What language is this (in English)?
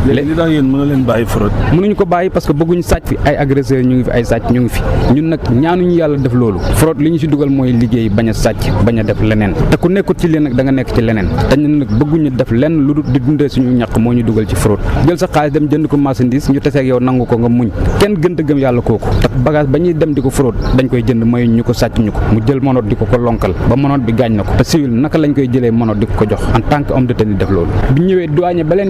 Wolof